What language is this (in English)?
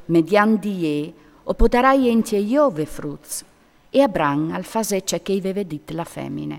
Friulian